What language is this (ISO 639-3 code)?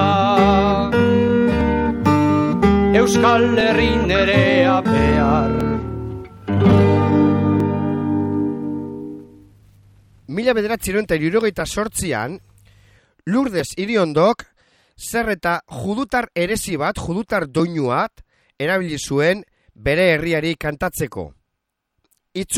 eus